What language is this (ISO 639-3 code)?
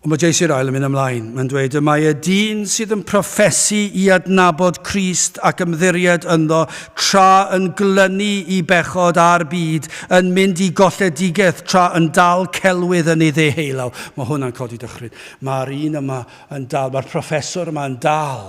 cym